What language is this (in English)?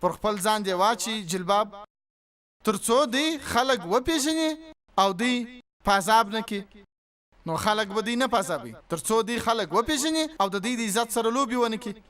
Pashto